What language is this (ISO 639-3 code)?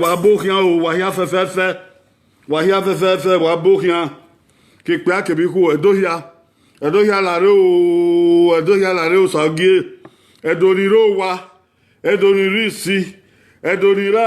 bin